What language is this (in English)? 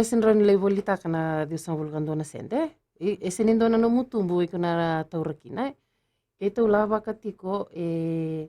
Fijian